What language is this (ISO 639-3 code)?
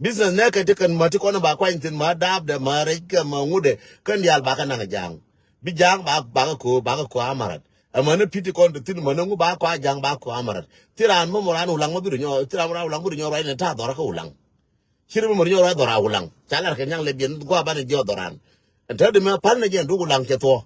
nus